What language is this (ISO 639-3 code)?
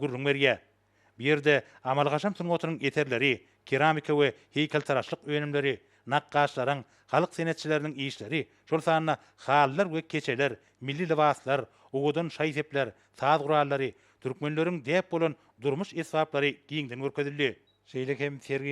tuk